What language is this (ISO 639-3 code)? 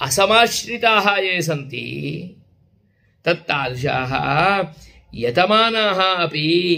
san